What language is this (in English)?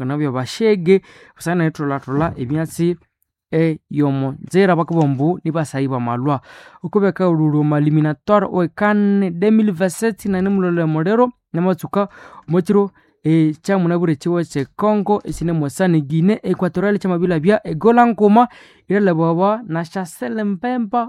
Nande